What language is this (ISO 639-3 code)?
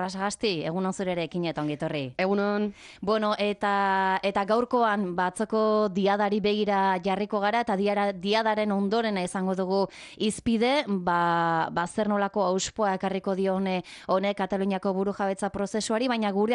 eus